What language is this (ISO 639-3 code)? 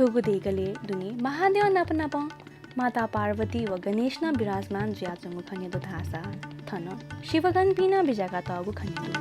new